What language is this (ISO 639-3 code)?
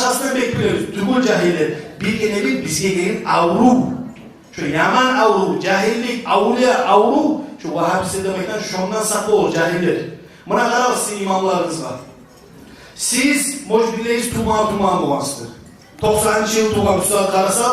kum